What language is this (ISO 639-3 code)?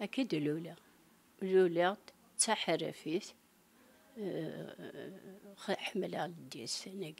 kab